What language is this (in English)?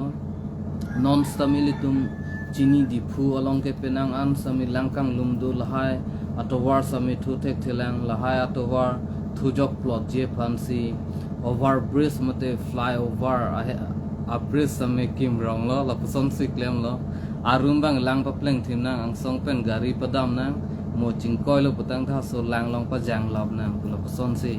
Karbi